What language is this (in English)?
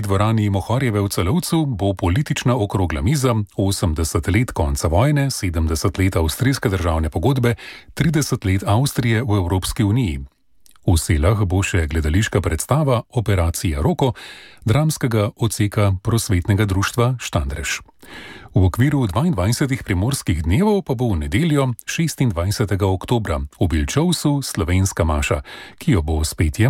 Slovenian